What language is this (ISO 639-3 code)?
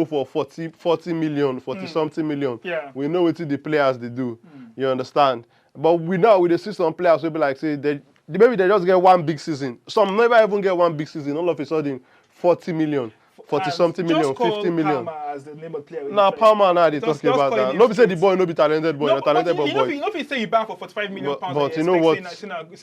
pcm